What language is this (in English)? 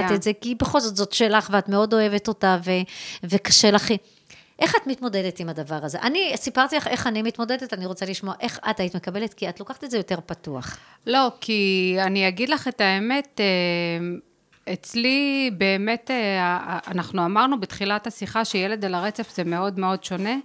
Hebrew